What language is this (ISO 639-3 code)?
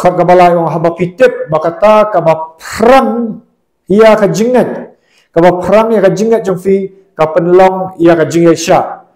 kha